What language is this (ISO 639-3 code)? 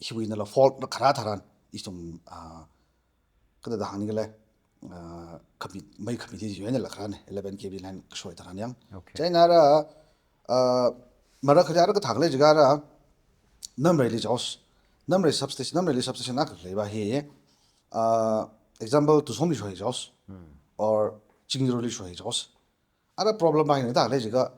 nmf